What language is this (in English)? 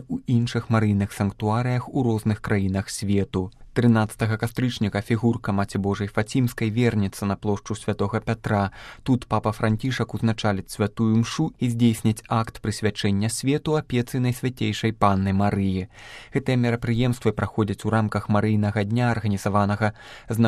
Belarusian